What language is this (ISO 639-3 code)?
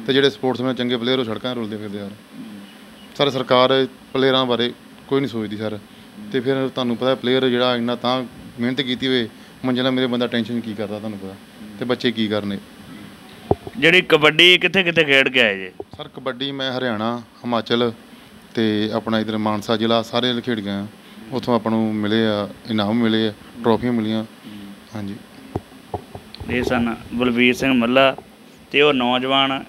pan